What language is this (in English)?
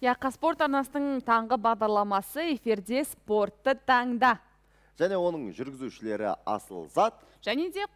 Kazakh